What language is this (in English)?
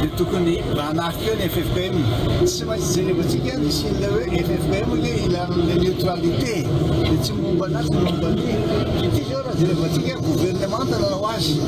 Malagasy